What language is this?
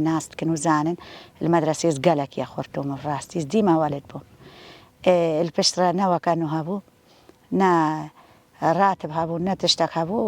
Kurdish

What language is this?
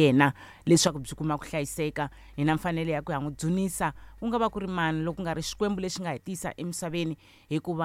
Tsonga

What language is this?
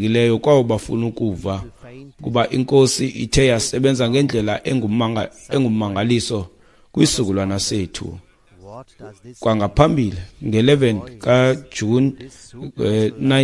Xhosa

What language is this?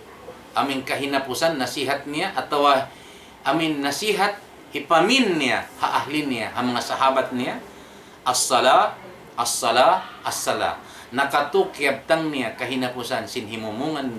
Tausug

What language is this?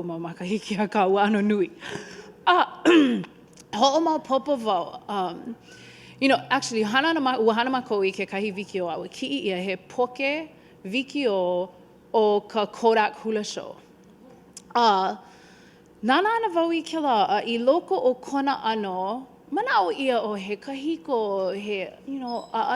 Hawaiian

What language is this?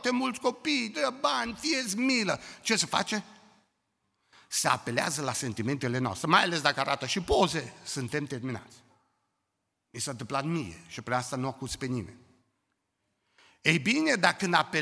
Romanian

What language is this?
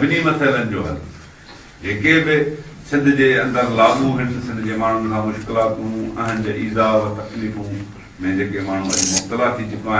Sindhi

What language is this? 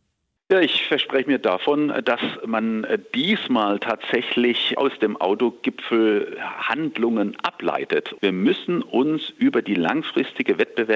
German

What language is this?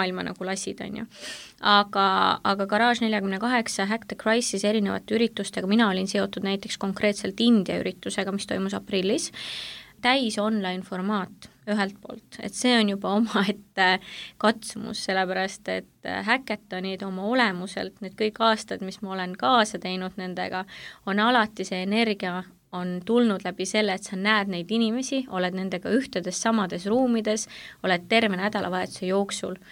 Estonian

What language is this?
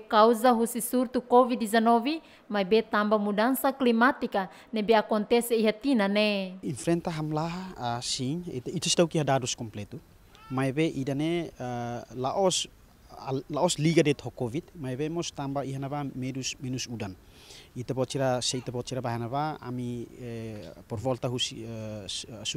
Tetum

